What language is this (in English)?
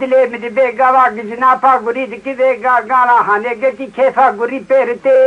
Kurdish